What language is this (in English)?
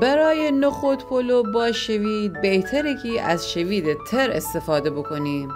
Gilaki